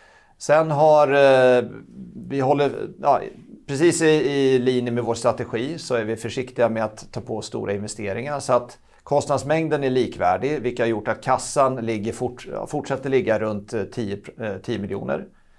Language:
Swedish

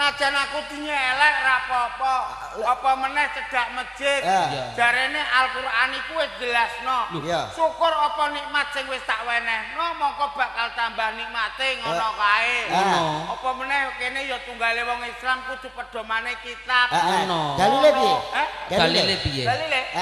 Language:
Javanese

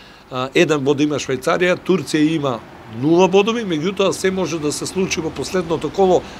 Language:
Macedonian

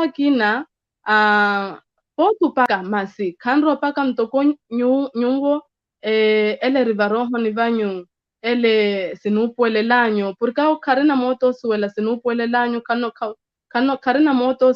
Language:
Makhuwa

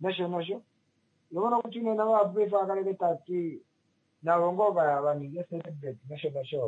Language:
Kuanyama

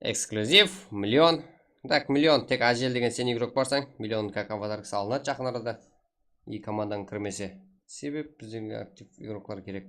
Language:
Kara-Kalpak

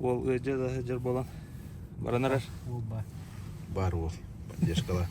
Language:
Yakut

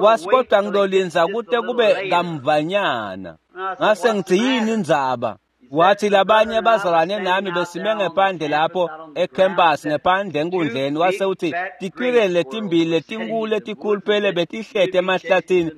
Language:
Swati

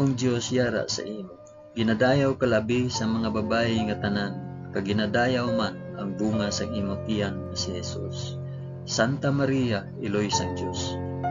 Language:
Hiligaynon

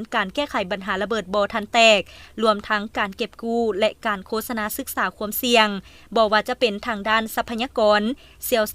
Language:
Lao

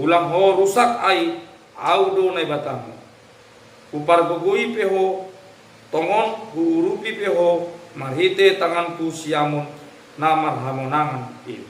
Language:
Batak Simalungun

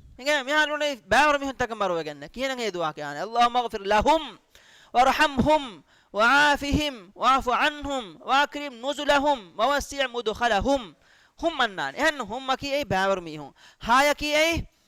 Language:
Divehi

